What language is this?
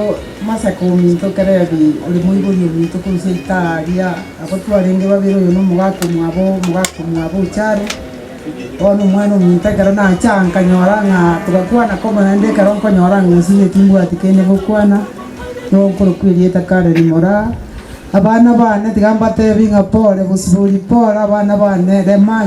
Gusii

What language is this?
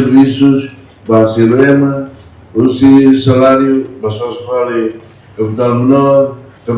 Tetum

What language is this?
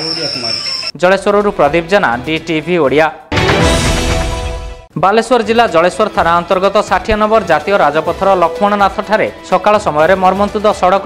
Odia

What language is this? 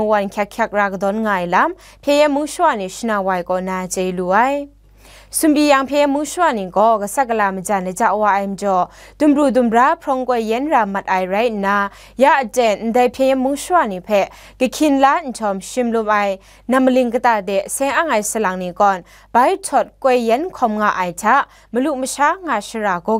Kachin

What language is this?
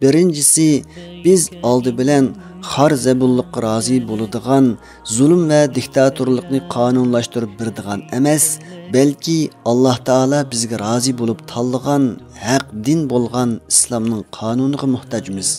Uyghur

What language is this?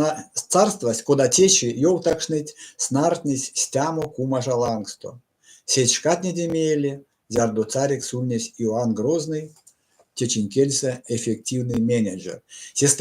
Erzya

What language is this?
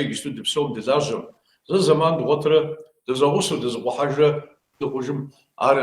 Kabardian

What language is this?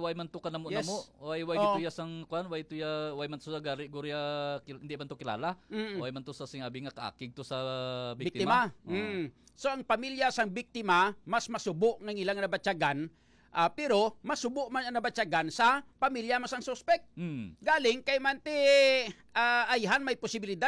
Hiligaynon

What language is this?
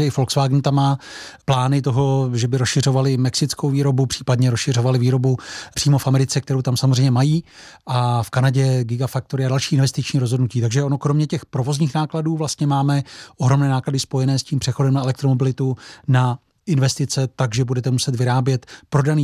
Czech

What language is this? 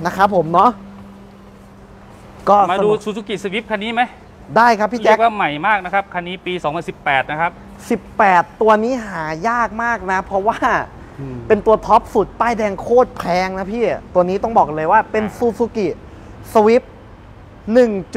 Thai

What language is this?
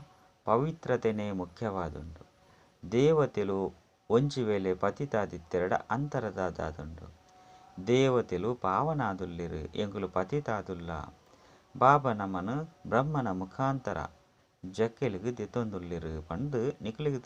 Tulu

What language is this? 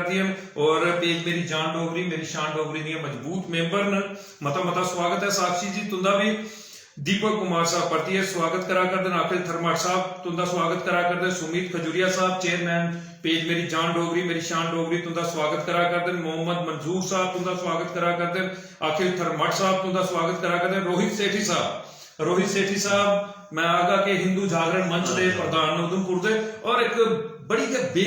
Dogri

